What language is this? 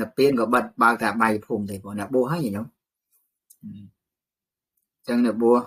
Khmer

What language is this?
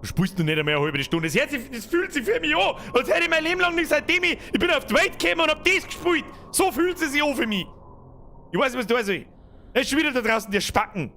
Bavarian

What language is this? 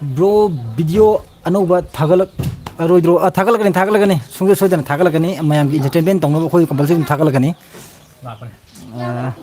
Manipuri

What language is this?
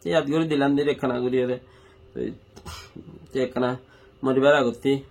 Rohingya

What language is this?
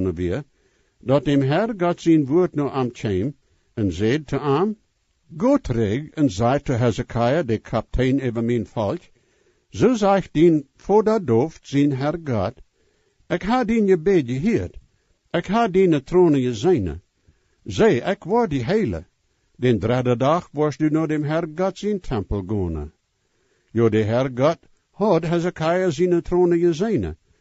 Plautdietsch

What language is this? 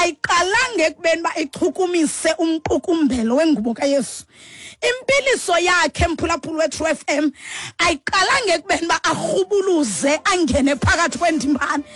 Xhosa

